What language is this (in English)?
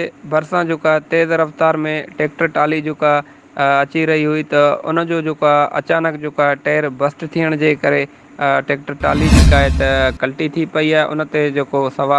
Sindhi